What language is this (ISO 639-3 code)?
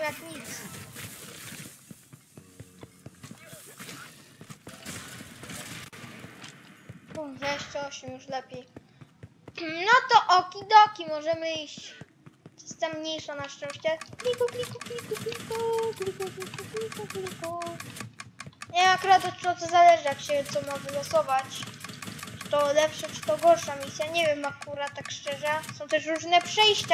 pol